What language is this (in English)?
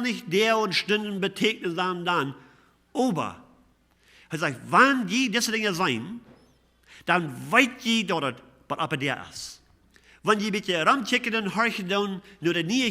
Plautdietsch